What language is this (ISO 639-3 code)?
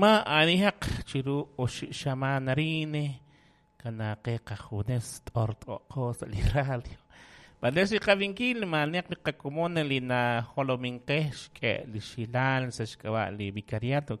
kek